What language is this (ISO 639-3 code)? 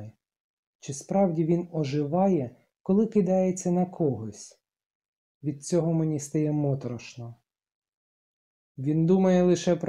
ukr